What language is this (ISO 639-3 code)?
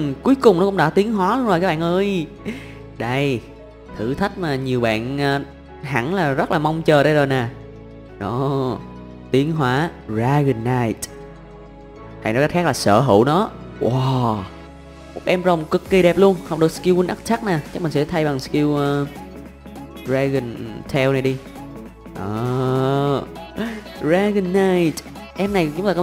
vie